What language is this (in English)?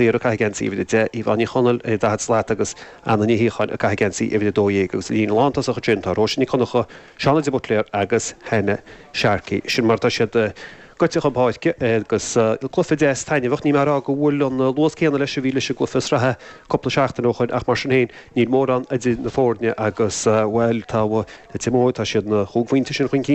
Irish